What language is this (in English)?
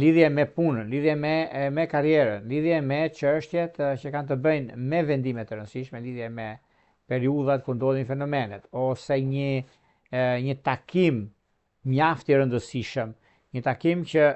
Albanian